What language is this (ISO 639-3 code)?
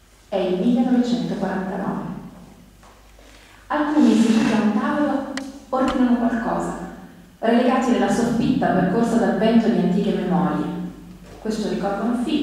ita